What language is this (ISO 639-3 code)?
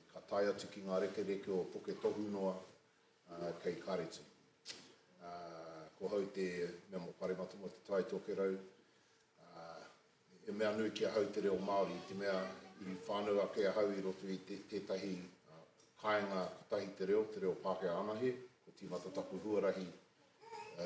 mri